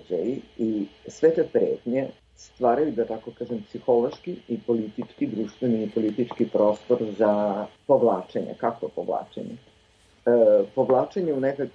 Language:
Serbian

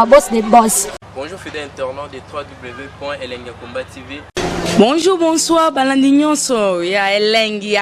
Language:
Lingala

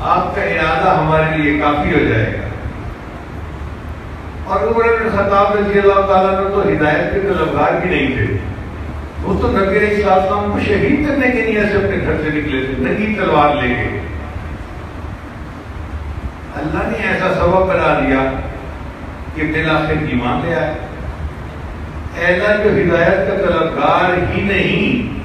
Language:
Urdu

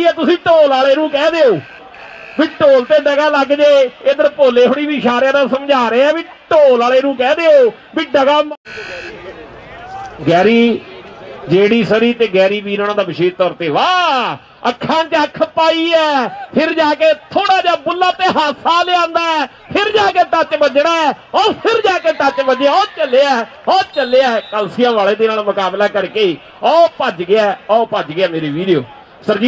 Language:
Punjabi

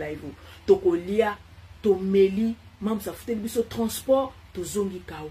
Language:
Lingala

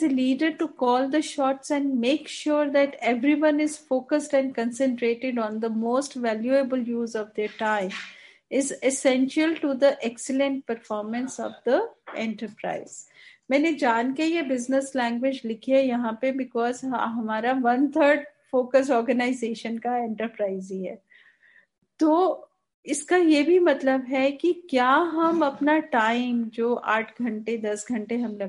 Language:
Hindi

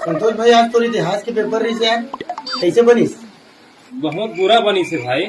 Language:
Chhattisgarhi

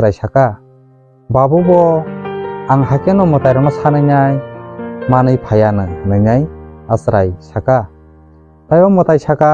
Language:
Kok Borok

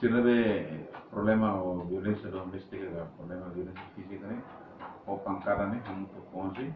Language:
Tetum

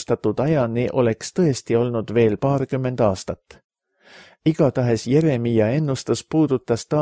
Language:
Estonian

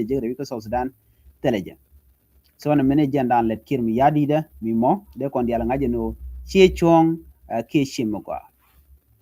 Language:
Nuer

